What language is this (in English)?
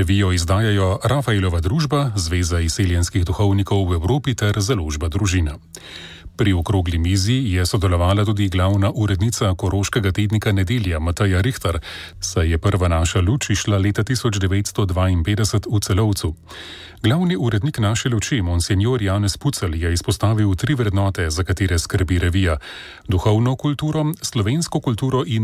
Slovenian